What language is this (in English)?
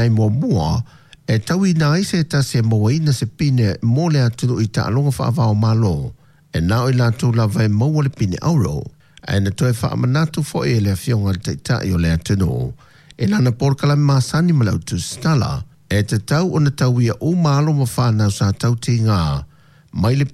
Samoan